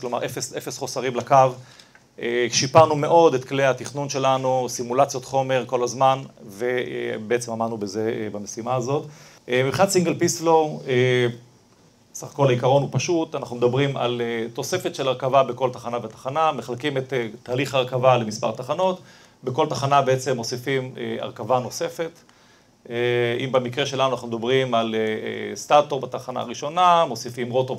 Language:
Hebrew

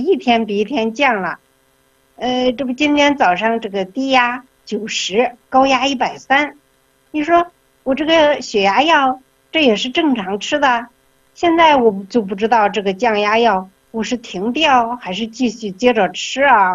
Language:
Chinese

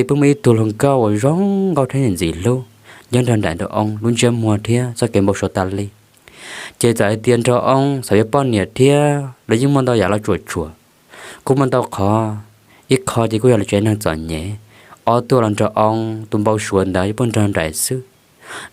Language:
Hmong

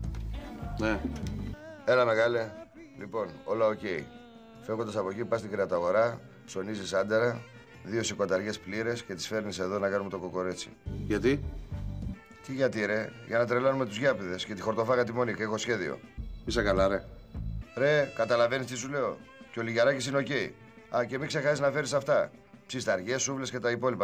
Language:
Greek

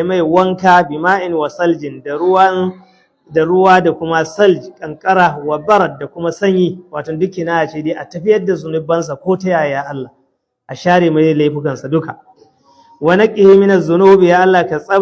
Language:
Hausa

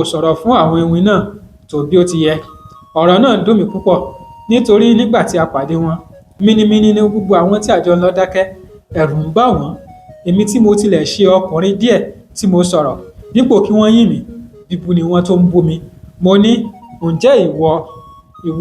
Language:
Yoruba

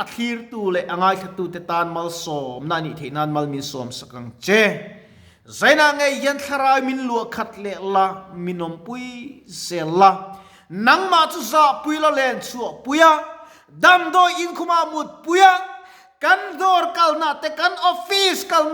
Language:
Mizo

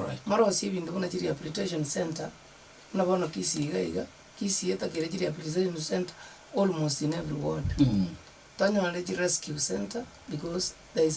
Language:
Gusii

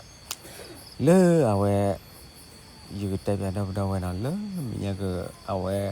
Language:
S'gaw Karen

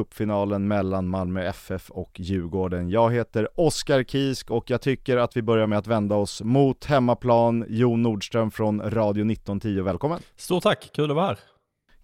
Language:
Swedish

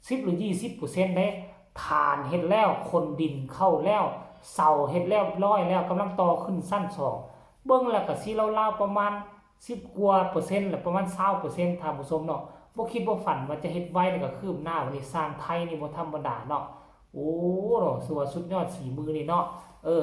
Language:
Lao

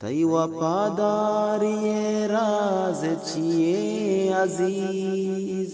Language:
Eastern Balochi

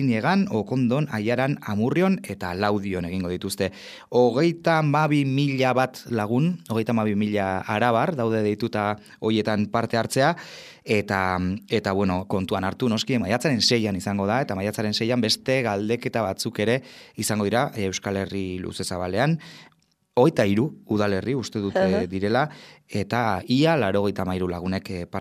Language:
Basque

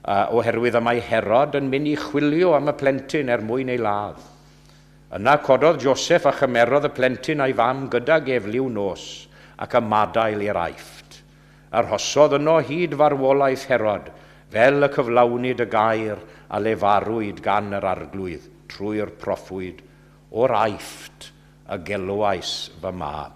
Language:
Welsh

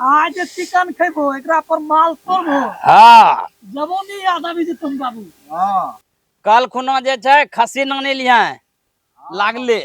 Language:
Maithili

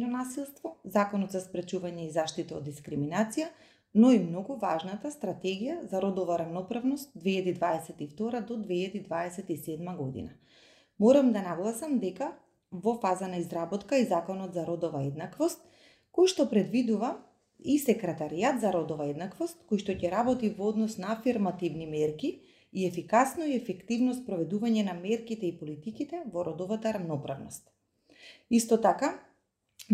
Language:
Macedonian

